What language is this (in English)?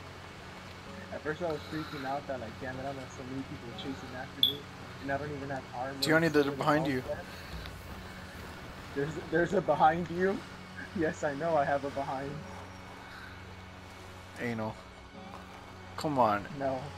English